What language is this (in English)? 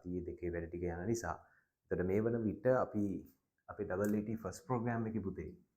Sinhala